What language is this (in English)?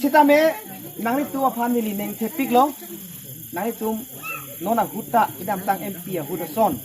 Karbi